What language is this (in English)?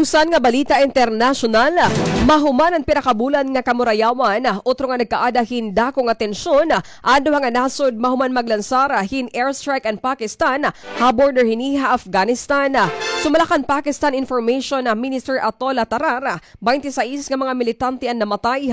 Waray